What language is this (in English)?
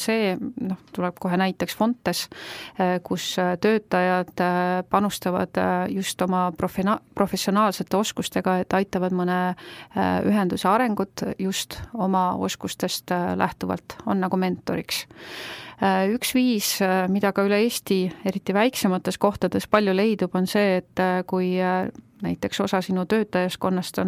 Estonian